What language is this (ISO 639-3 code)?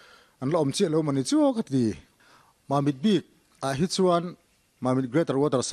lus